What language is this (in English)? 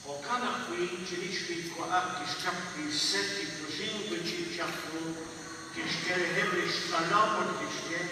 Kekchí